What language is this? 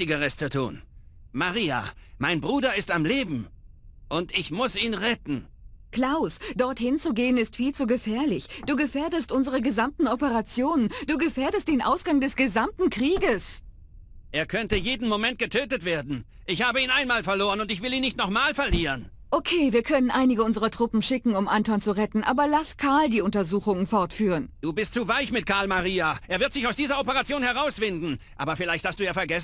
Bavarian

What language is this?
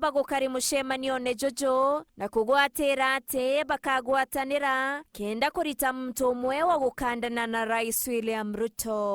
Meru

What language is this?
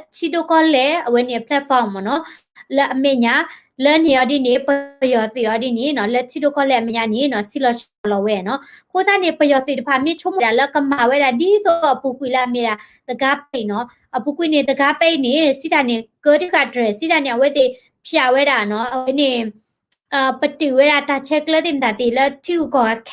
S'gaw Karen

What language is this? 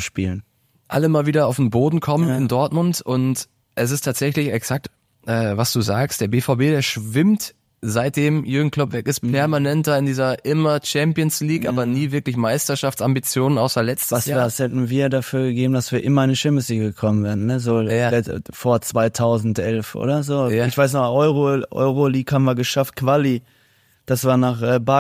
German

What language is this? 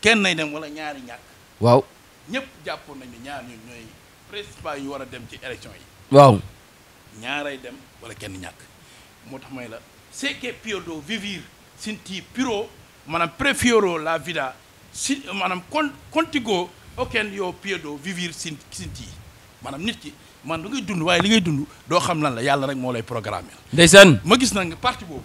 Wolof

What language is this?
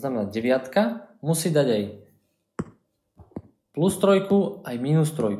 Slovak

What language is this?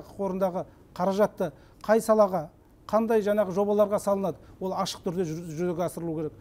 Kazakh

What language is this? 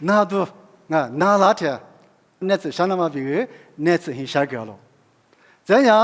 Lisu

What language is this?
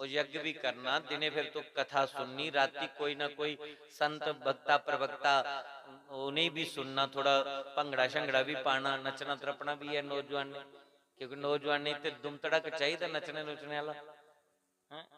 Dogri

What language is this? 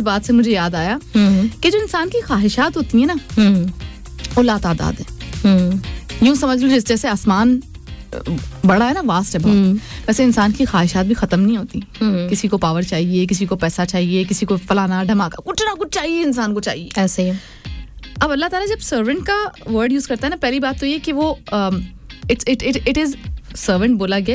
Urdu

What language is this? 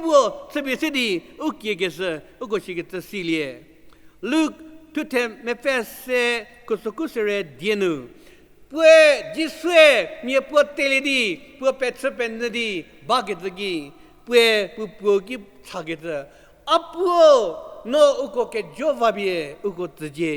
Angami Naga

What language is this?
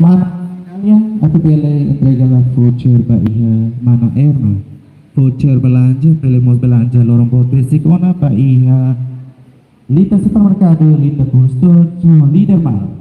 Tetum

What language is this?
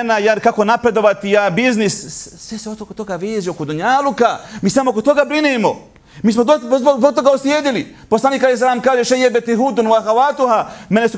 Bosnian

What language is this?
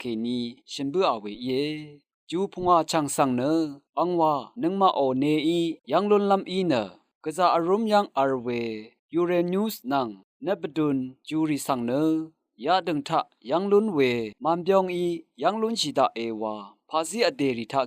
Rawang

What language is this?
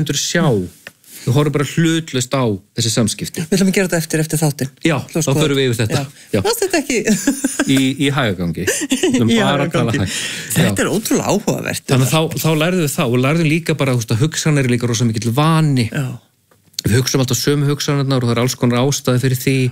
Icelandic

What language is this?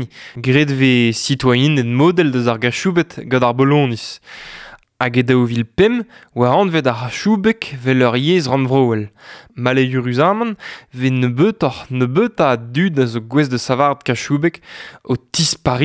Breton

